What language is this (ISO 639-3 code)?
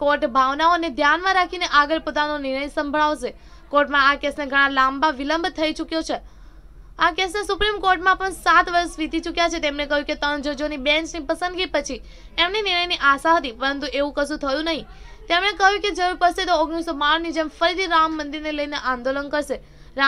guj